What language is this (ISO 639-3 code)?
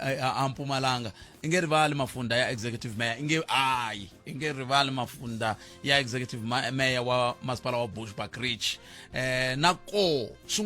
tso